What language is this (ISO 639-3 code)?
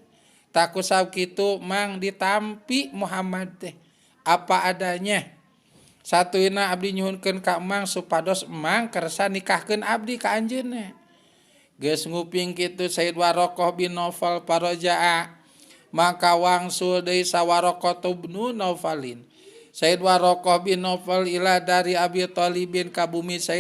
sun